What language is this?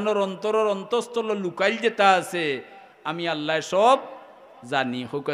Sylheti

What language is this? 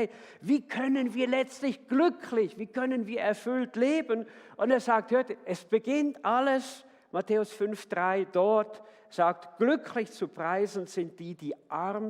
Swiss German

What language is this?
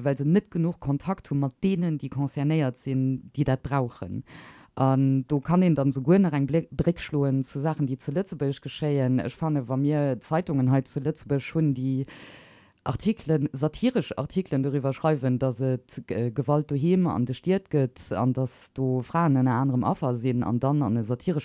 Luxembourgish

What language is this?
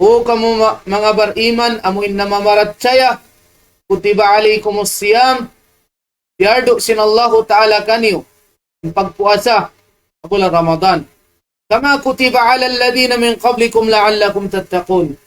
Tausug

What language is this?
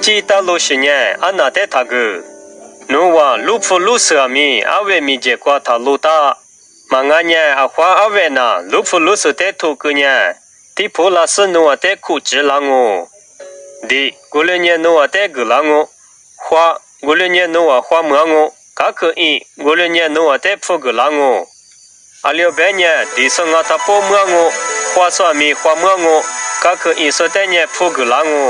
Lisu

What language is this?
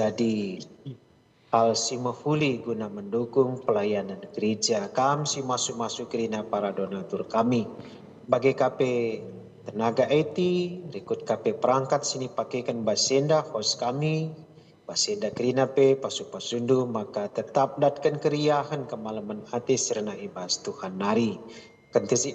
Batak Karo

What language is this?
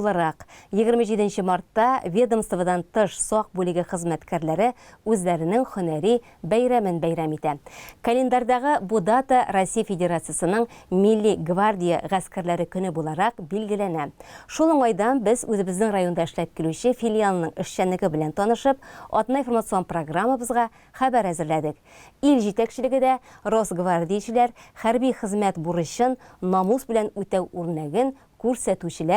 Tatar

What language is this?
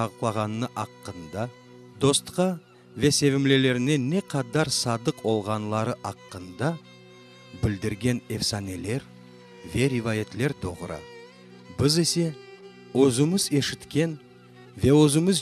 Crimean Tatar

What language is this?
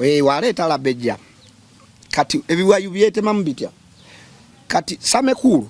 Ganda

